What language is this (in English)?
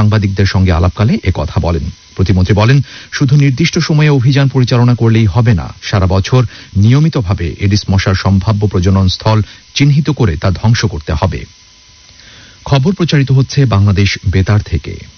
Bangla